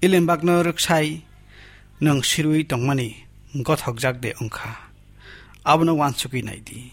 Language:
Kok Borok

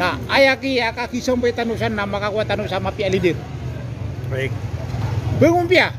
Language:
Maranao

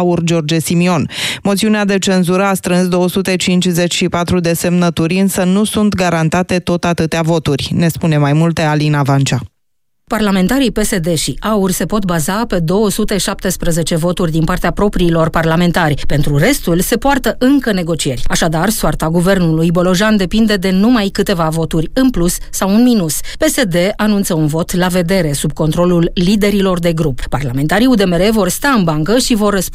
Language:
Romanian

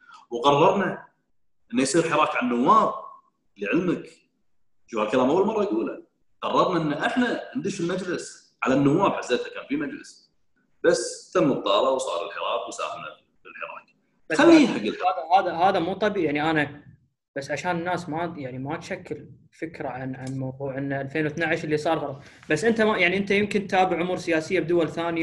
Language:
Gulf Arabic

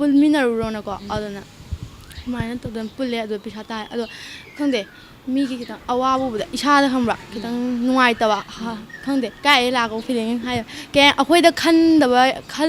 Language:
Manipuri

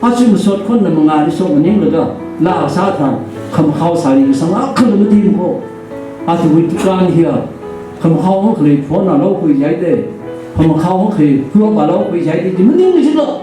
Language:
Tangkhul Naga (India)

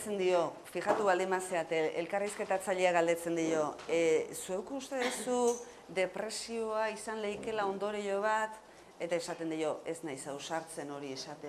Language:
Basque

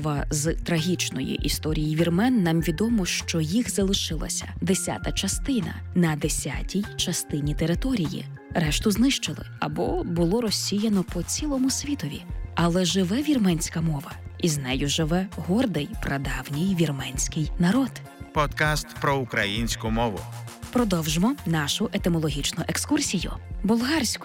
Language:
Ukrainian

